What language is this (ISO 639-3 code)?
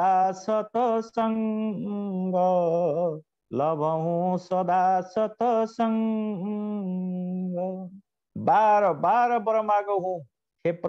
ori